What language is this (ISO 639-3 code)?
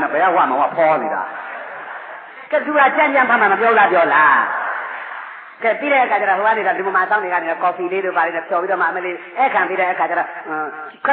mya